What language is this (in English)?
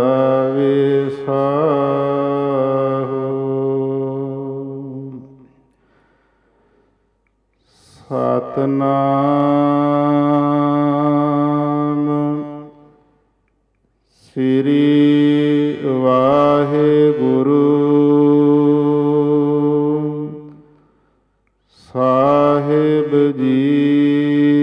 Punjabi